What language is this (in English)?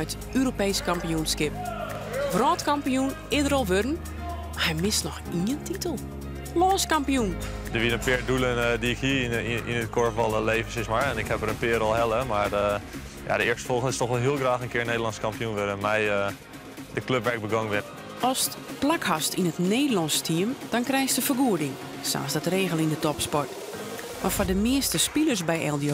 Western Frisian